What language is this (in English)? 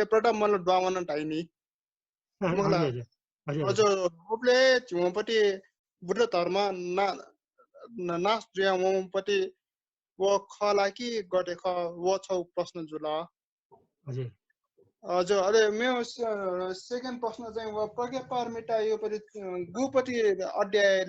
Newari